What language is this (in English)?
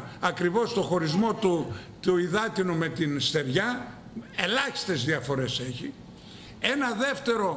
Greek